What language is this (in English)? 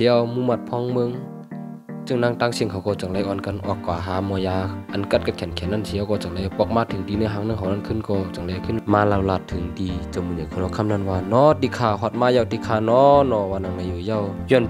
Shan